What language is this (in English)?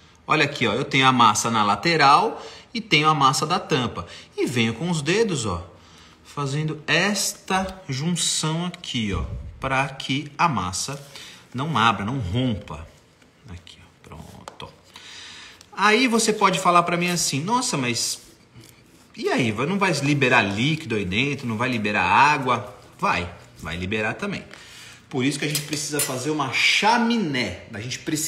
Portuguese